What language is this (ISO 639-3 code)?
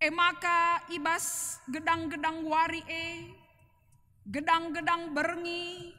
btx